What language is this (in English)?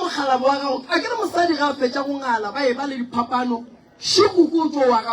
Northern Sotho